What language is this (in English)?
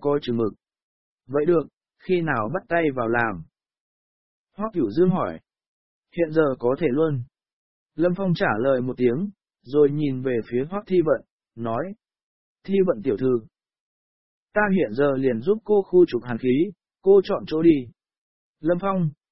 Vietnamese